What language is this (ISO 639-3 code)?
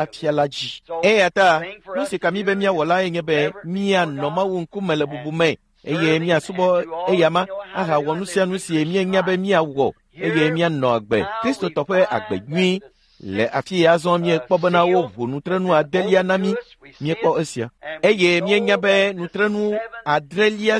ewe